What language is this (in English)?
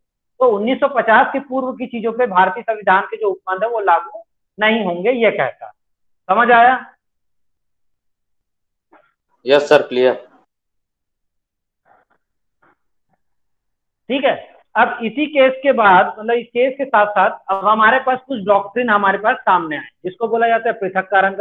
Hindi